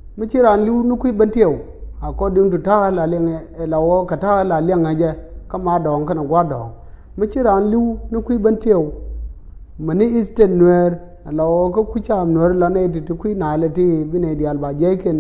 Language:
Nuer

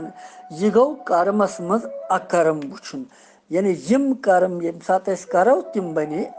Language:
Kashmiri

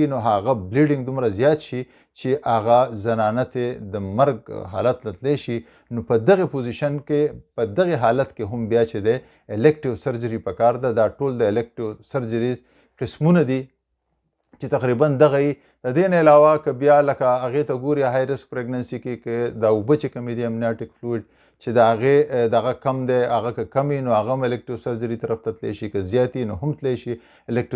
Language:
Pashto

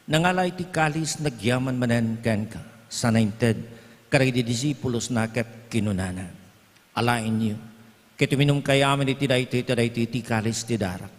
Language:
Iloko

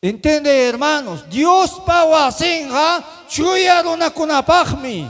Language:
Ayacucho Quechua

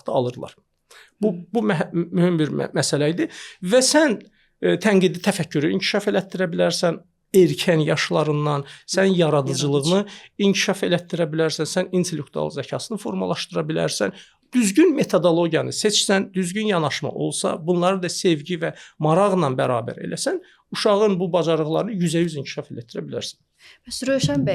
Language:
Azerbaijani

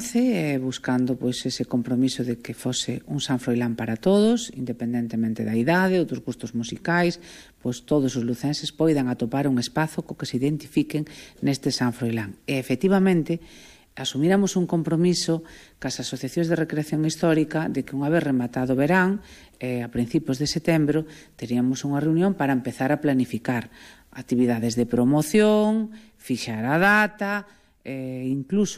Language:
Galician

